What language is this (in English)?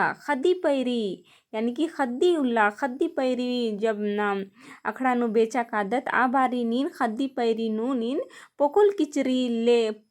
Kurukh